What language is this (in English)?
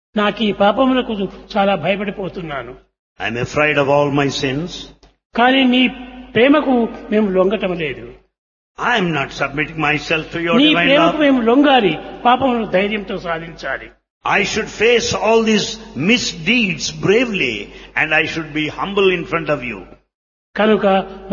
Telugu